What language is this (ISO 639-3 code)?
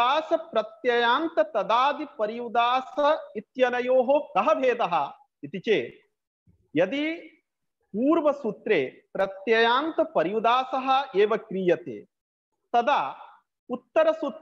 san